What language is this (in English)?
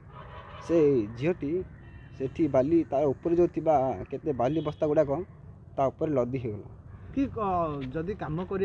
Odia